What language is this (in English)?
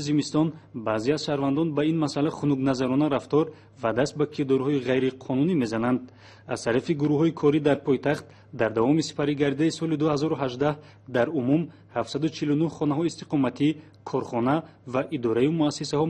Tajik